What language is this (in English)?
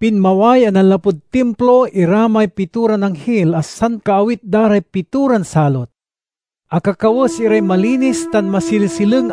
Pangasinan